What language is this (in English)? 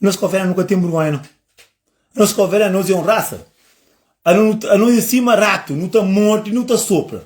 Kabuverdianu